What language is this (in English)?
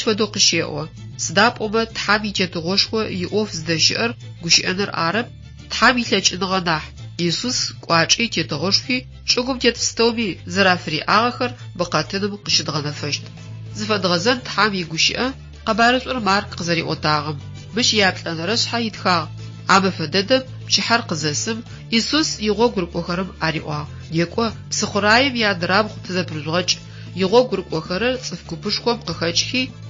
Adyghe